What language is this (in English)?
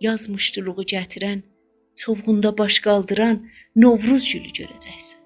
South Azerbaijani